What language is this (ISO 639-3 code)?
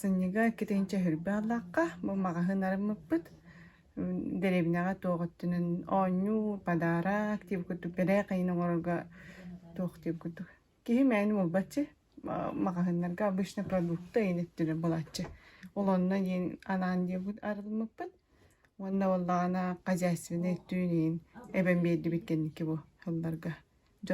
sah